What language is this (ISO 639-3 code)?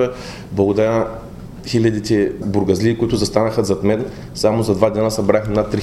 bul